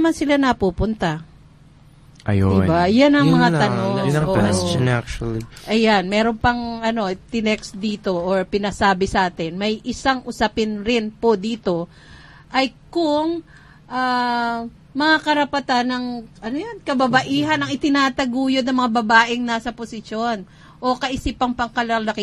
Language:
Filipino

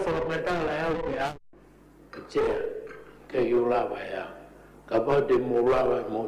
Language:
Tongan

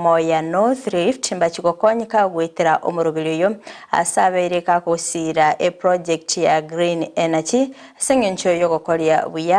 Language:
Gusii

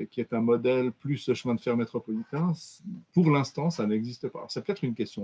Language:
French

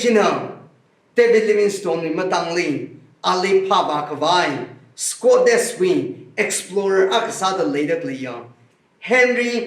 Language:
Tangkhul Naga (India)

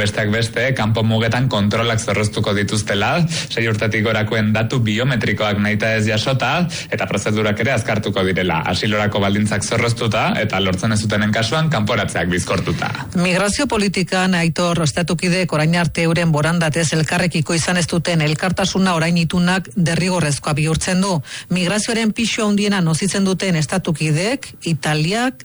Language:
Basque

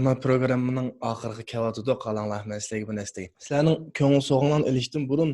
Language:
Uyghur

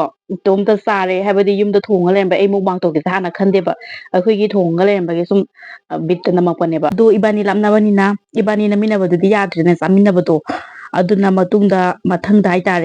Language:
Manipuri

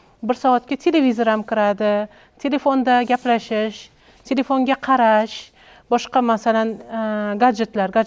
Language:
Uzbek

